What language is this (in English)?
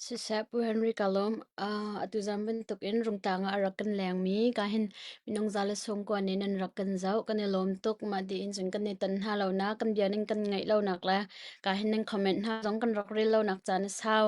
Hakha Chin